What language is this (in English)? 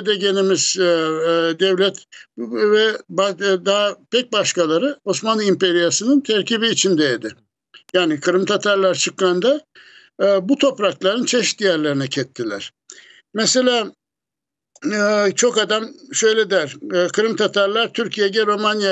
Crimean Tatar